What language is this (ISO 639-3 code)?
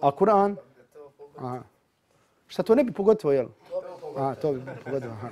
bos